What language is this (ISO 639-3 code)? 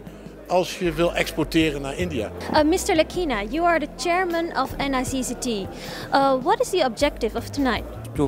nld